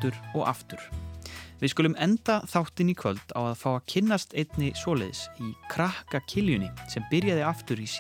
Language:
Icelandic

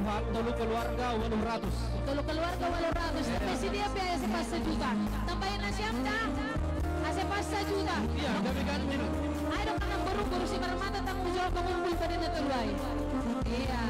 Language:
Batak Simalungun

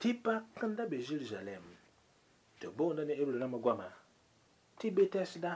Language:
Mossi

